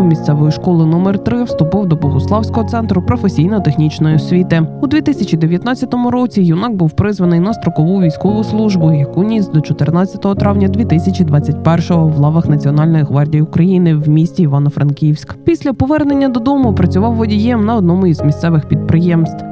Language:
Ukrainian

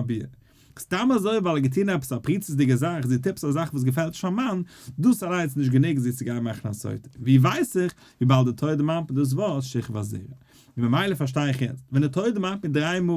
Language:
Yiddish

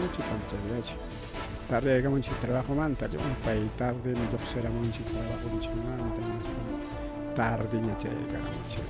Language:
Ayacucho Quechua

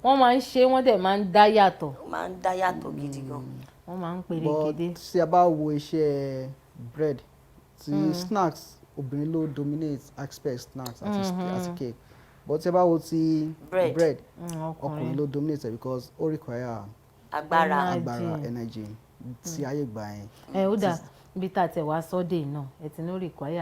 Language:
Yoruba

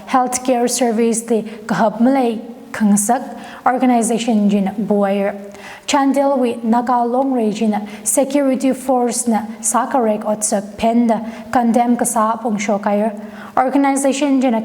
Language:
Tangkhul Naga (India)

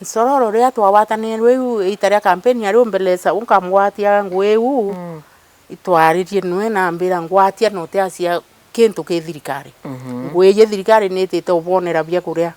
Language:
Meru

